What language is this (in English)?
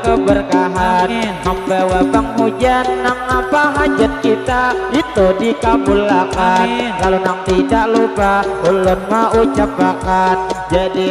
Banjar